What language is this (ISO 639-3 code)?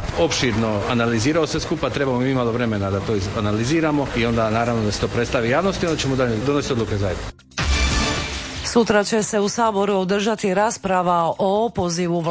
hrv